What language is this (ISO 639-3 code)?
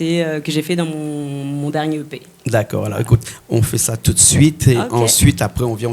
rcf